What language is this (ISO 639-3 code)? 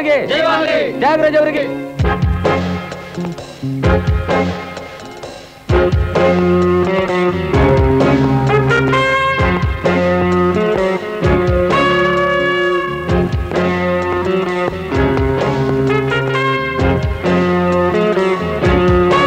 kan